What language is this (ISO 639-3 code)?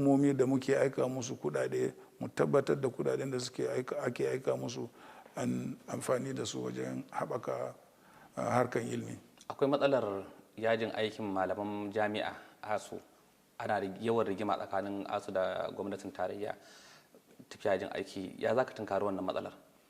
hau